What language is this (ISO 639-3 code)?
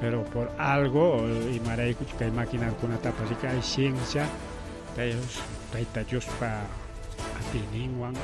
quy